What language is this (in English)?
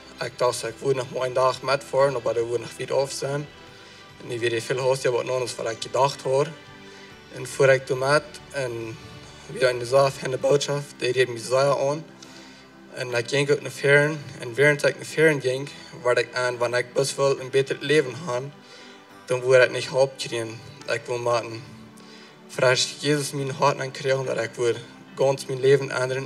Plautdietsch